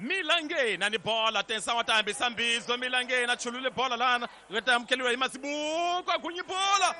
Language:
Tsonga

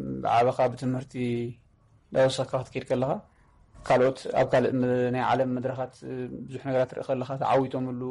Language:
Tigrinya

